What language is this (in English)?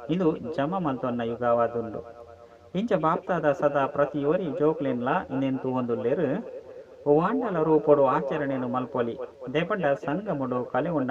Tulu